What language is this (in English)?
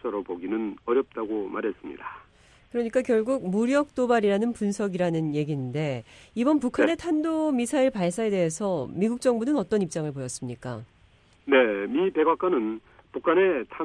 Korean